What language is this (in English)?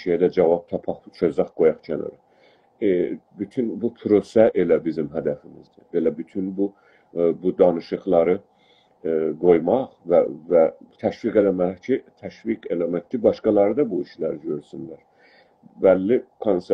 South Azerbaijani